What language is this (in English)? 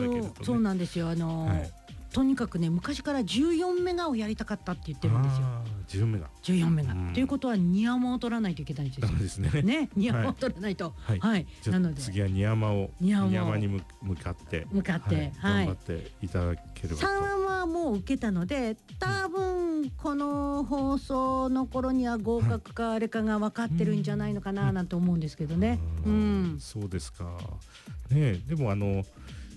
Japanese